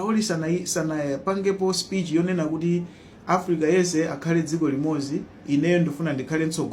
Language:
Nyanja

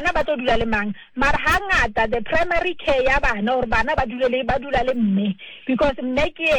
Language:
Southern Sotho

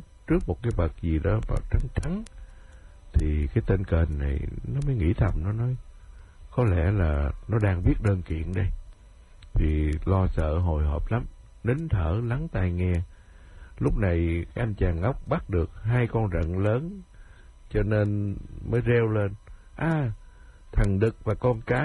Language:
Vietnamese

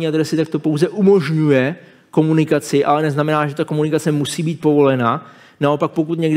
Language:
Czech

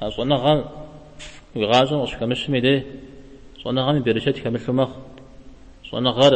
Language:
Kabardian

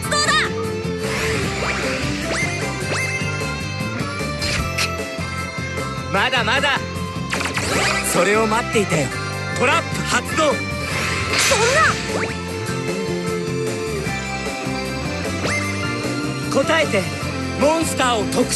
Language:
Japanese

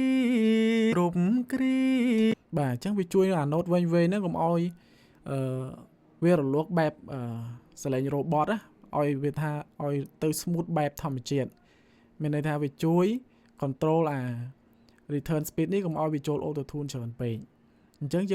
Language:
Khmer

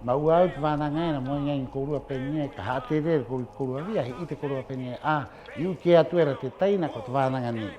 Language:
Rapanui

